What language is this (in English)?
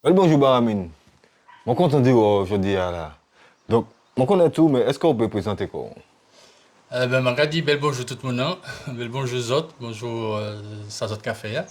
Guadeloupean Creole French